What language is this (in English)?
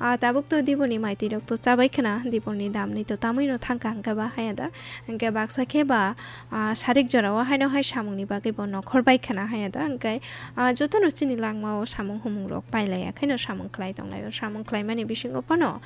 Kok Borok